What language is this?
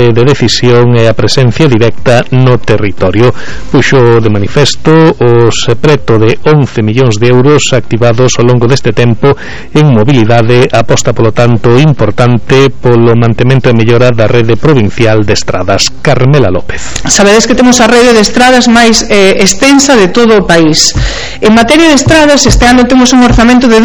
Galician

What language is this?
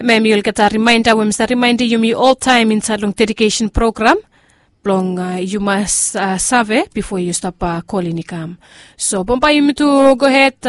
Bislama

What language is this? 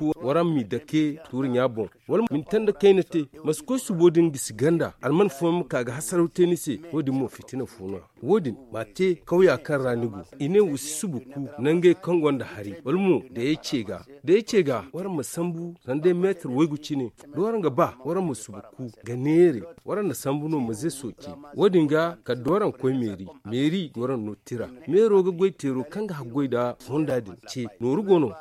Zarma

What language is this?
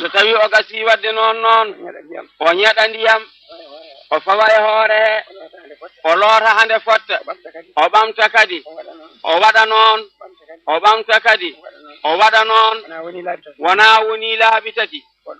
Fula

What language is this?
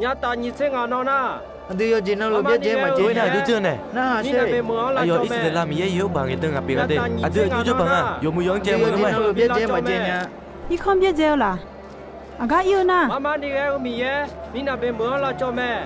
Akha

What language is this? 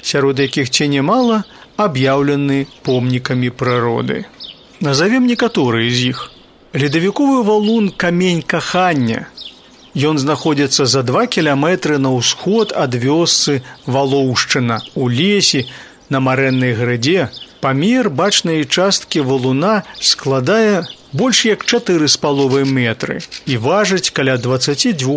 Belarusian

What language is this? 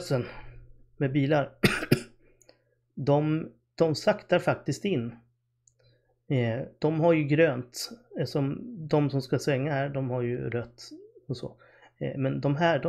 Swedish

